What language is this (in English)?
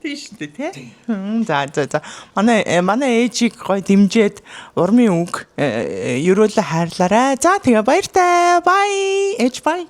Mongolian